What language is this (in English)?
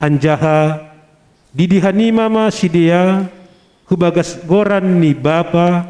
Batak Simalungun